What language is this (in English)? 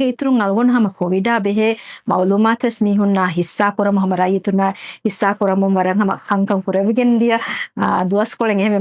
Divehi